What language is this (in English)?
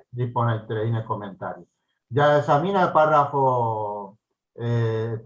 Guarani